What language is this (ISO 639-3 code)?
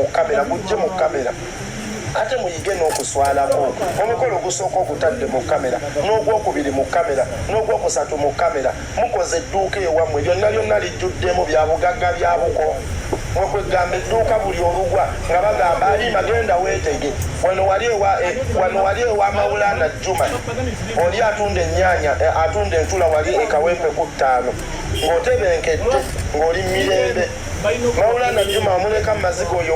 lug